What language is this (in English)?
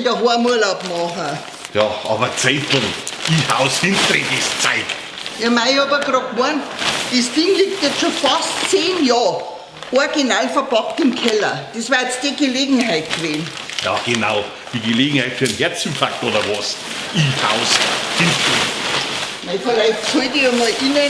Bavarian